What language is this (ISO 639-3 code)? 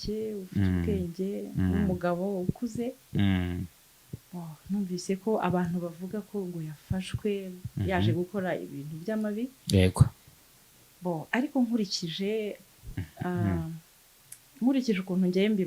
kin